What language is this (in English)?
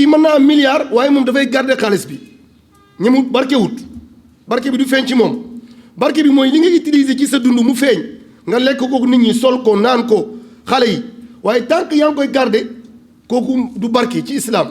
Wolof